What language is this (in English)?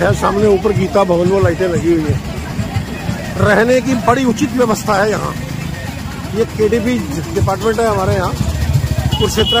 Hindi